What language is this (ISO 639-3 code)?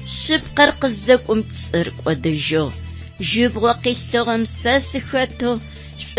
ady